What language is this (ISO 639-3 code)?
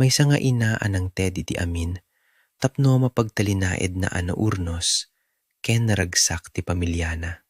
ilo